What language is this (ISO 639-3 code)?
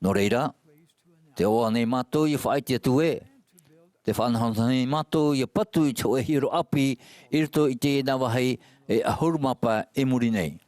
tah